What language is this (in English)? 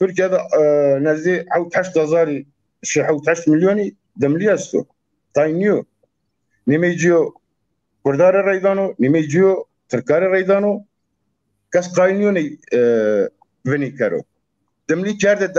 Zaza